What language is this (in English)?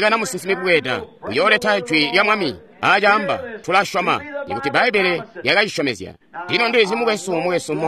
Tonga (Zambia)